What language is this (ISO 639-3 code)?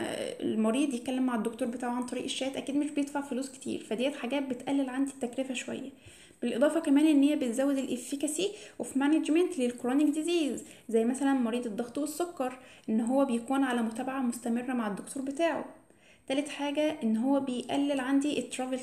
arz